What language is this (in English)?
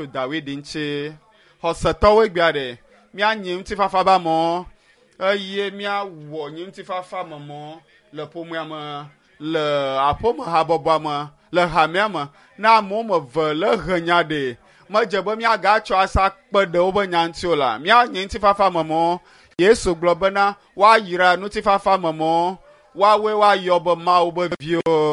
Ewe